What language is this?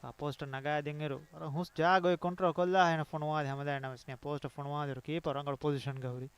Divehi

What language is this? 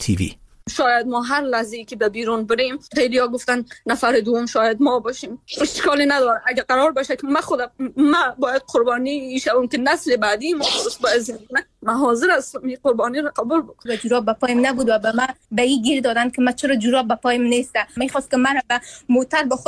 Persian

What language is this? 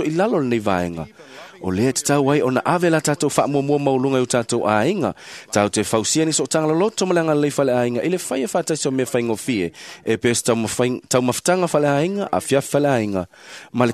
Samoan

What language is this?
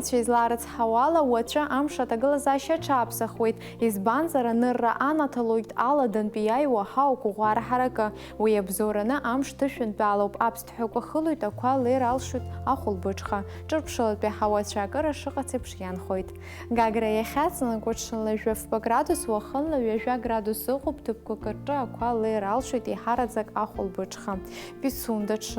Abkhazian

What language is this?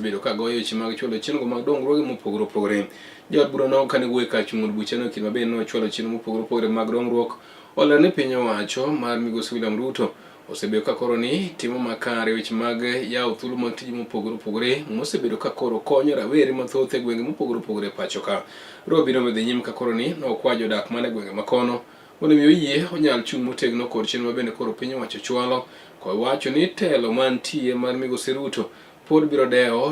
Luo (Kenya and Tanzania)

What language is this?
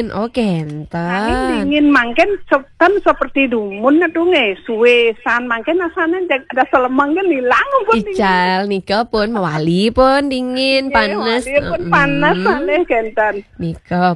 Balinese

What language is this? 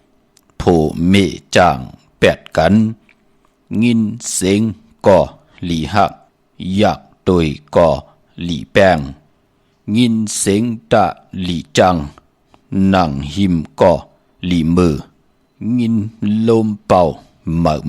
Shan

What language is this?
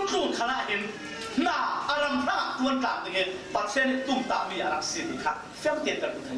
Falam Chin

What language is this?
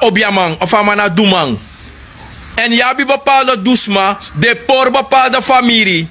Sranan Tongo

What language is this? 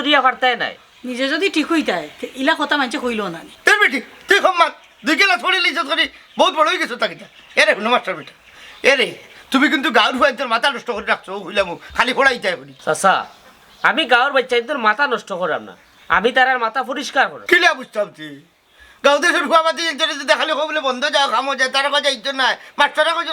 Sylheti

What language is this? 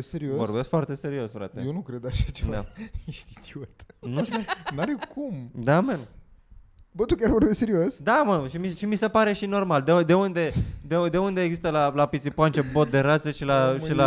Romanian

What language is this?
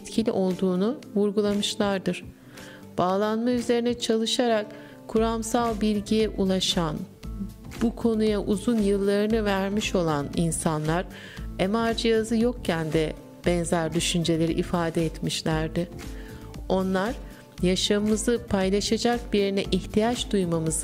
Turkish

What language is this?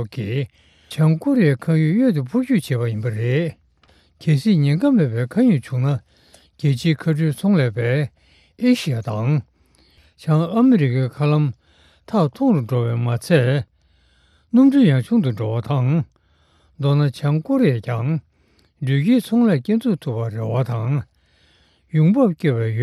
Tibetan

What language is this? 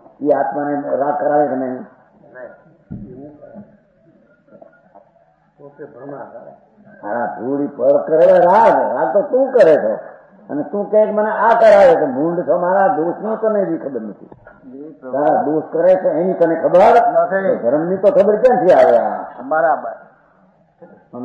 Gujarati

